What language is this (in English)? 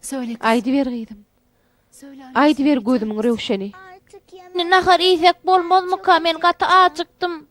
Turkmen